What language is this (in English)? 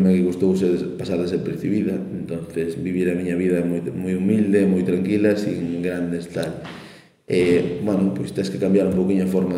Galician